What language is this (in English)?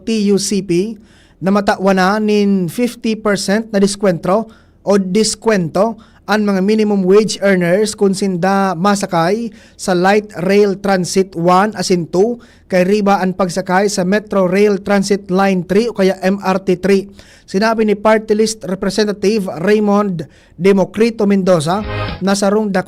Bikol